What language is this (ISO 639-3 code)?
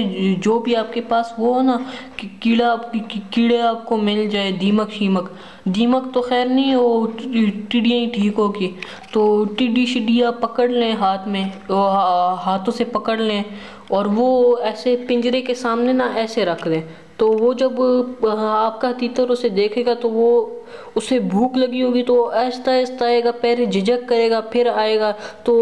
urd